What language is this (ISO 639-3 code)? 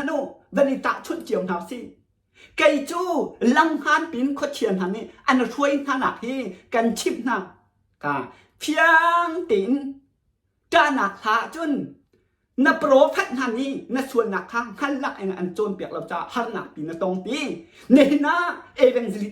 cnh